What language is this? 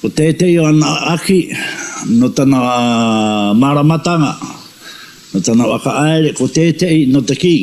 Māori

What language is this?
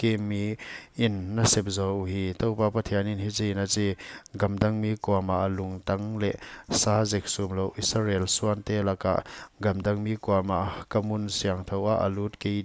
Paite Chin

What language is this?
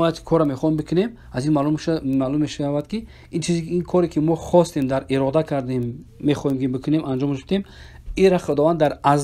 Persian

